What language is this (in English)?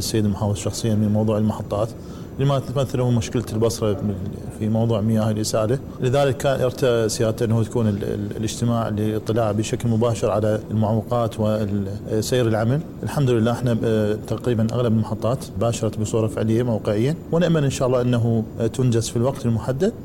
Mesopotamian Arabic